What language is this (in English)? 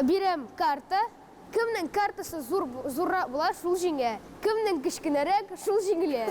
Tatar